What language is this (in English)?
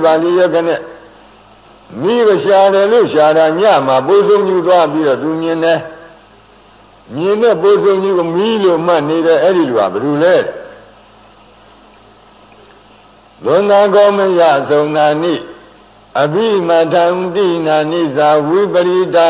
Burmese